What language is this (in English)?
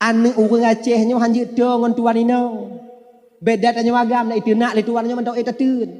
Achinese